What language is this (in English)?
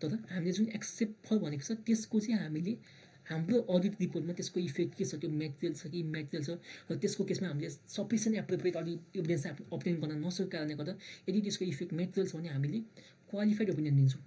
Nepali